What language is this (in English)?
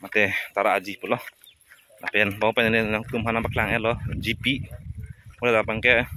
Karbi